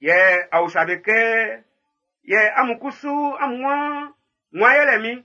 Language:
Baoulé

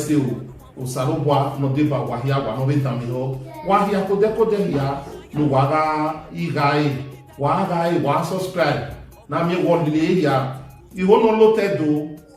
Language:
Bini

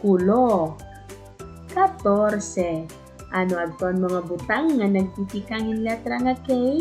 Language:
Waray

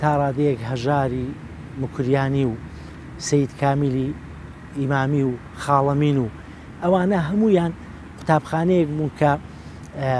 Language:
Central Kurdish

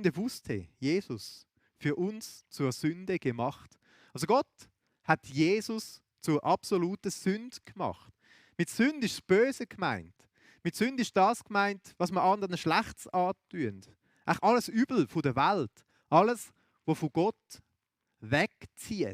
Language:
Swiss German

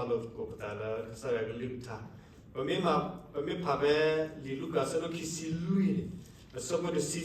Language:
S'gaw Karen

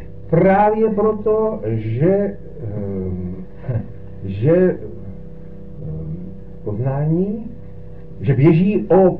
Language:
Czech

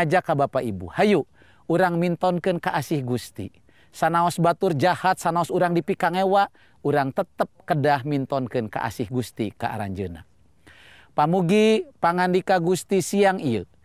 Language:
Sundanese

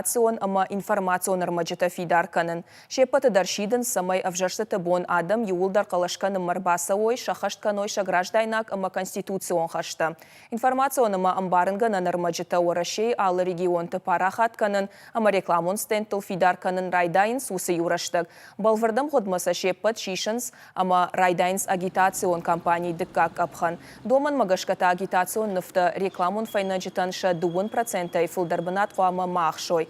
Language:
Ossetic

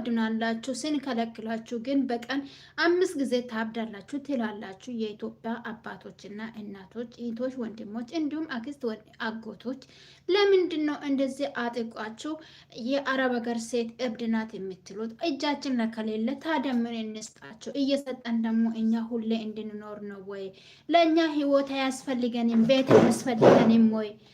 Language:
Amharic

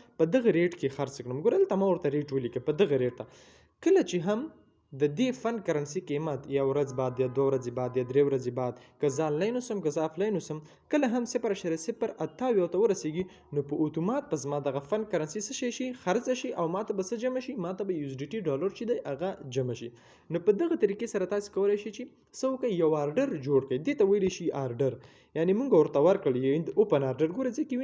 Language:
Pashto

